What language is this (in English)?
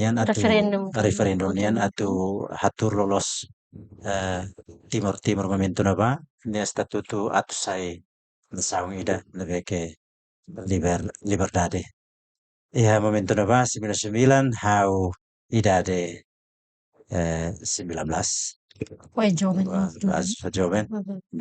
Tetum